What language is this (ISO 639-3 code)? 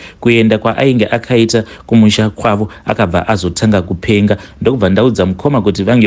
sna